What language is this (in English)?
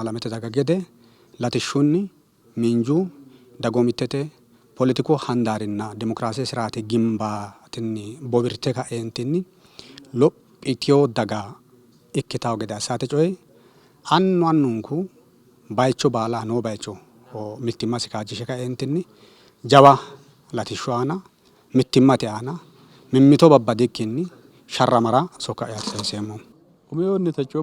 Sidamo